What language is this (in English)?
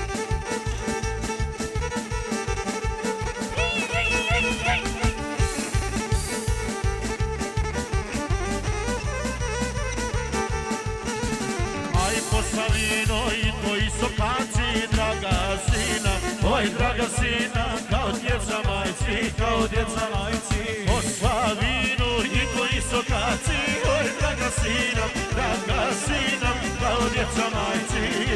Croatian